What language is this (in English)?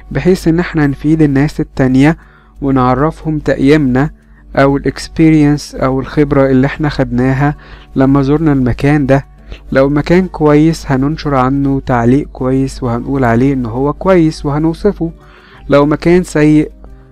Egyptian Arabic